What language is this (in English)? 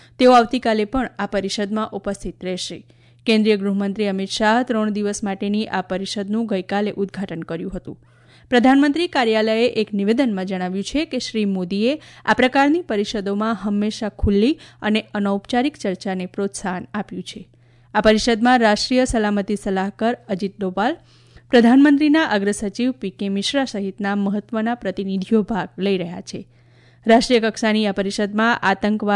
Gujarati